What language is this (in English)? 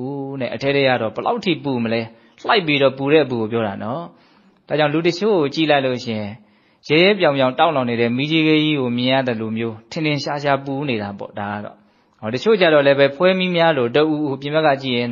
Burmese